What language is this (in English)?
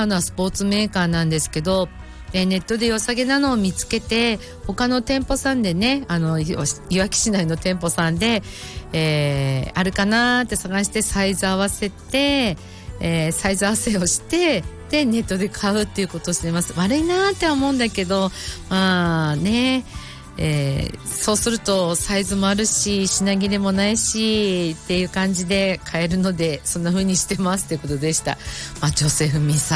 Japanese